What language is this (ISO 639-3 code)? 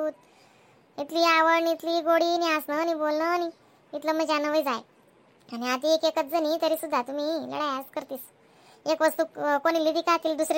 khn